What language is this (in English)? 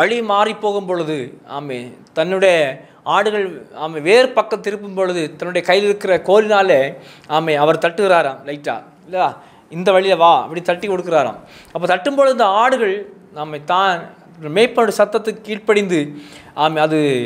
Tamil